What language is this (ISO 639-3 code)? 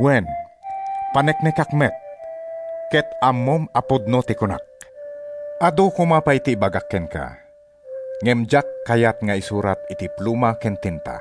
ilo